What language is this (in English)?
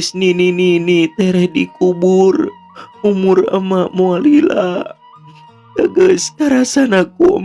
Sundanese